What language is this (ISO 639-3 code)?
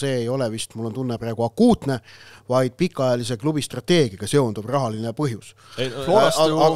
est